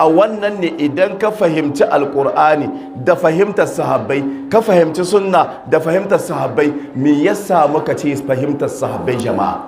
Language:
Hausa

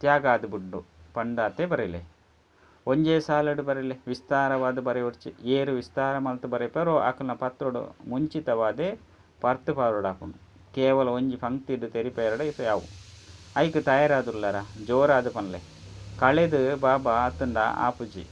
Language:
Tulu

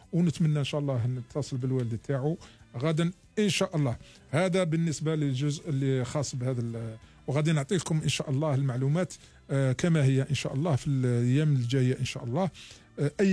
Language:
Algerian Arabic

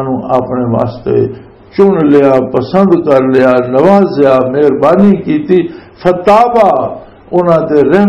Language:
Western Panjabi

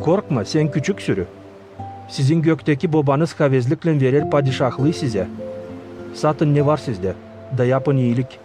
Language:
Gagauz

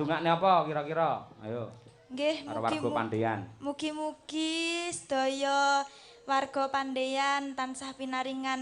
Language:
Javanese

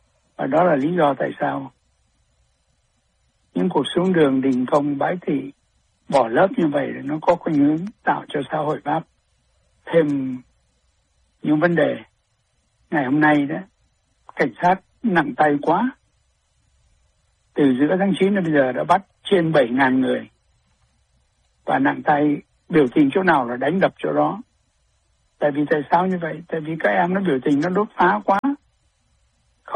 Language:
Vietnamese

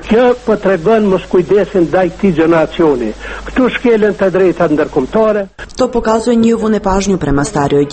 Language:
Croatian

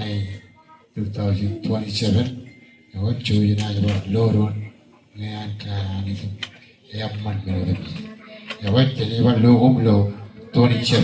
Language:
Marshallese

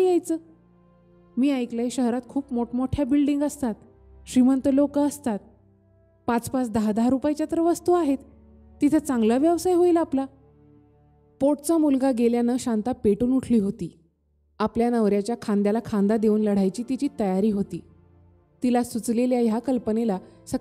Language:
Marathi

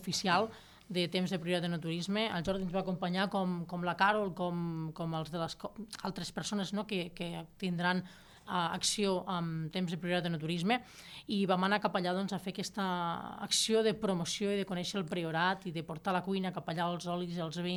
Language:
Catalan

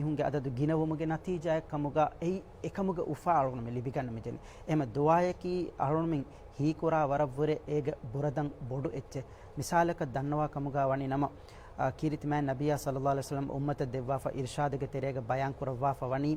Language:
Divehi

